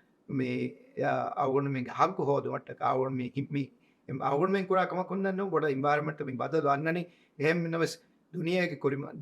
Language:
Divehi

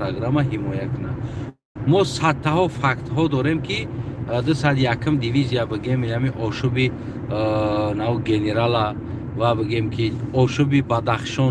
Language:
Tajik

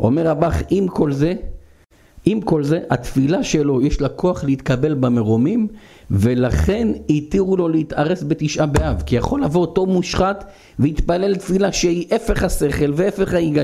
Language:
Hebrew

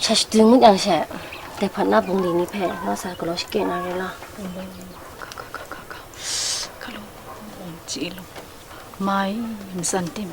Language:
Kachin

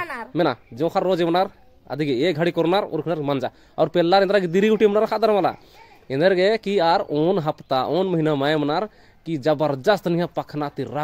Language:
Kurukh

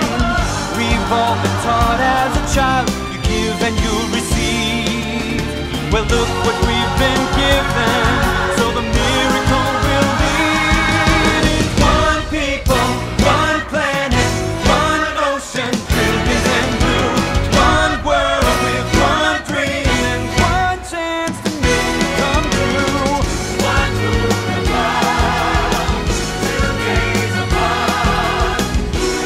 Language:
English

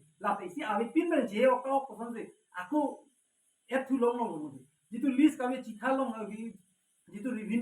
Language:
Karbi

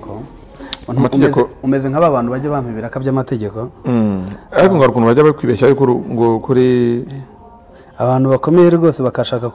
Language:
Kinyarwanda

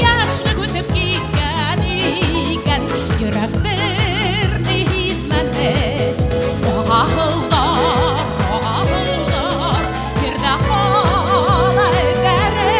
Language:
Bashkir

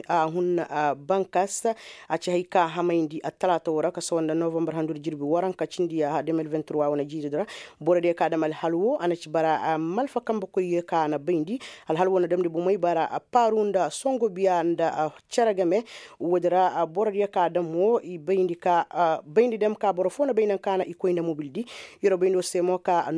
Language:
Koyraboro Senni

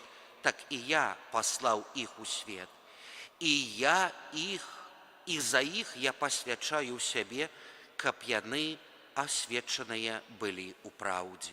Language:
Belarusian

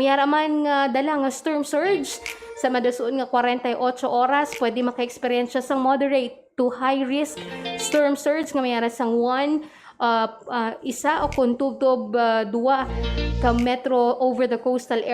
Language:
Hiligaynon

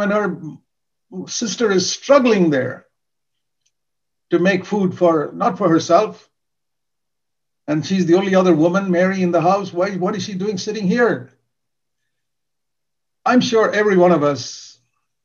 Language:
English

